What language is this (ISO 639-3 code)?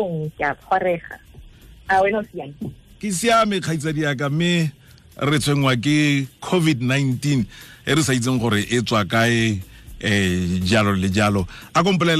tsn